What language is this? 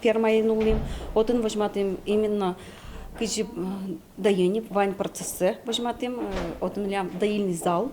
Udmurt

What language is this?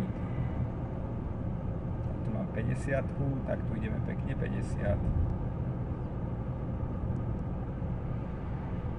Slovak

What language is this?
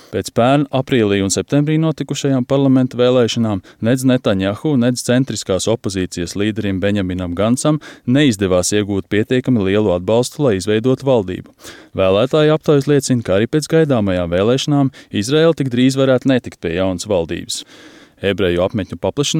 Latvian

